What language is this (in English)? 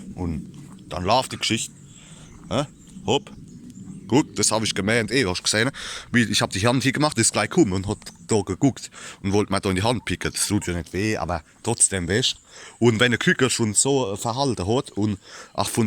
Palatine German